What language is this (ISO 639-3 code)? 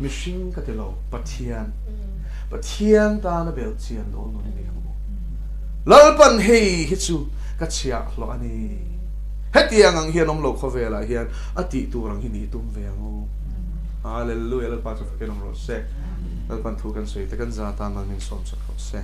lus